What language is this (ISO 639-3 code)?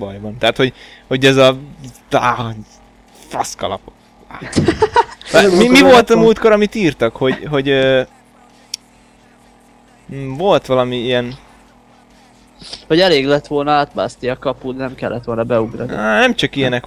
hun